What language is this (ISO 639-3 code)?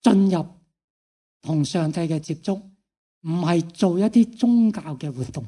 yue